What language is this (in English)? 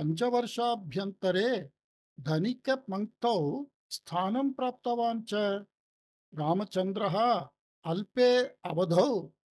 Sanskrit